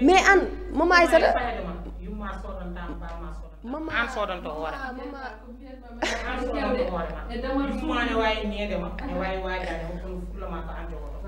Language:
Fula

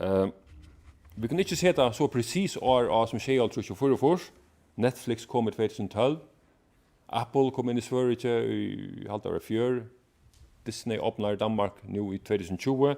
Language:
Faroese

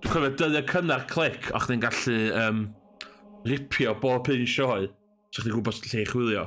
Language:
Welsh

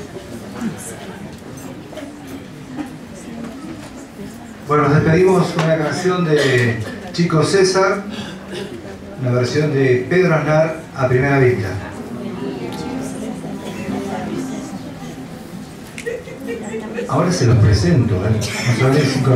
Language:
Spanish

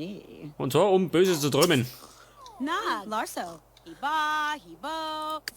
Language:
Bavarian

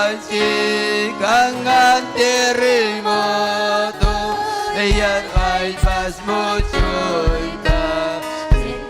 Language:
Ayacucho Quechua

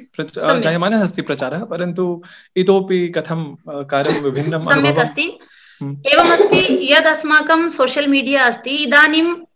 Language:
Sanskrit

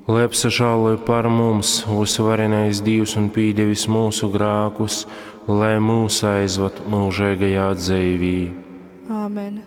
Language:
Latgalian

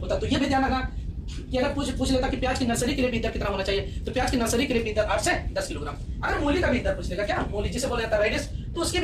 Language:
Hindi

